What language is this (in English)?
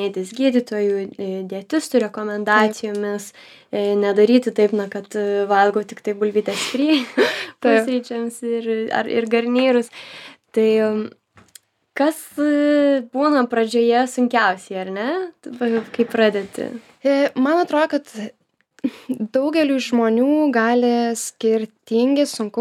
Lithuanian